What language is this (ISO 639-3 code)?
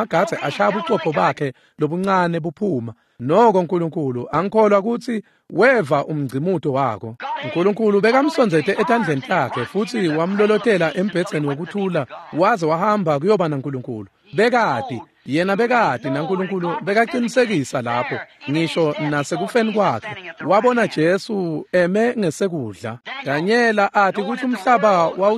ssw